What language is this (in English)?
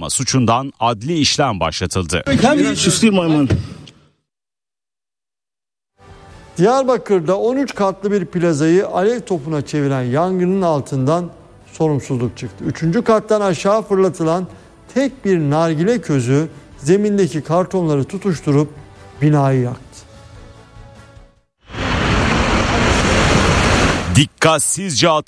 Turkish